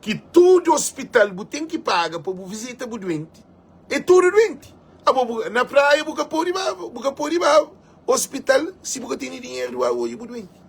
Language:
Kabuverdianu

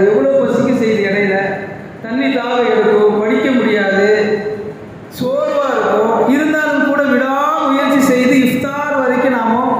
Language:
Tamil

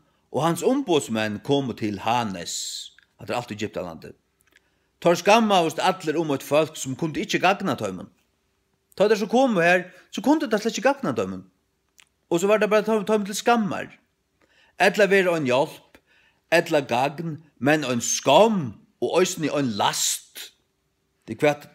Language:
Faroese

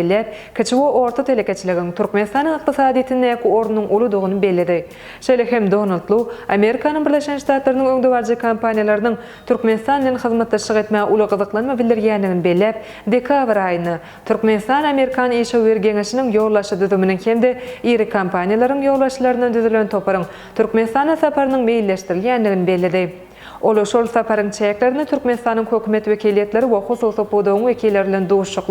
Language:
Turkmen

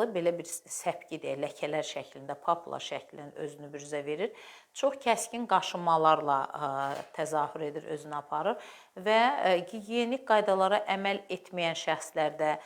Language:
Azerbaijani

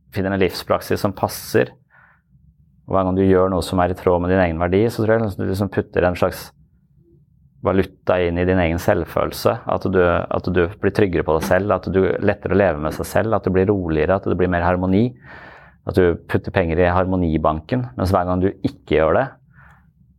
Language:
Norwegian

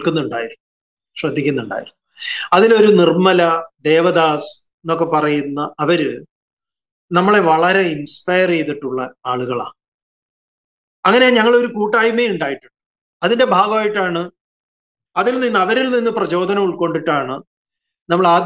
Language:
Malayalam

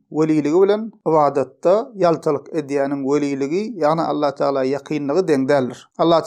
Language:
Turkmen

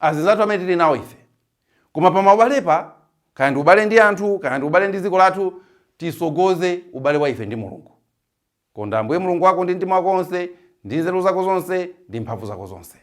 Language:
Nyanja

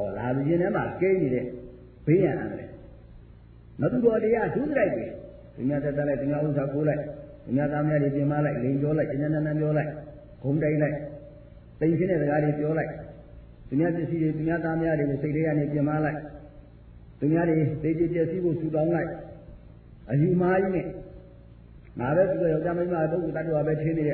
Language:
Burmese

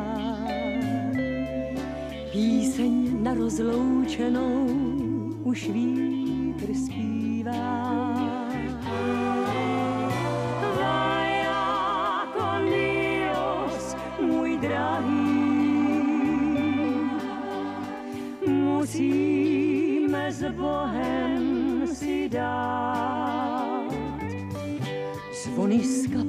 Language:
Czech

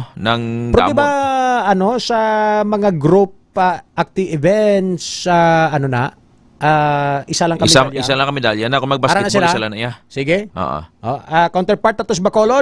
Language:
Hiligaynon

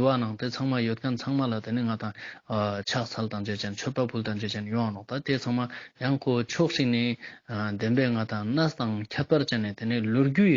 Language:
Ladakhi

